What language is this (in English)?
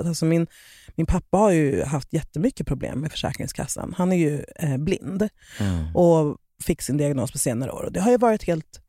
Swedish